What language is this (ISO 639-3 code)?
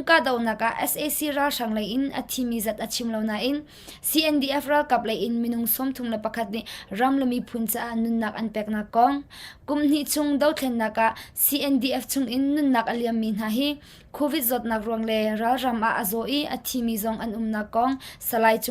cnh